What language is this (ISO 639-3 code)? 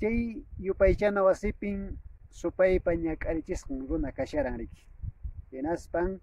que